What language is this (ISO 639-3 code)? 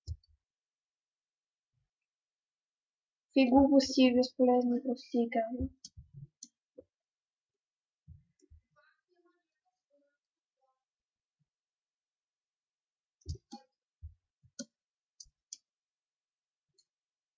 bul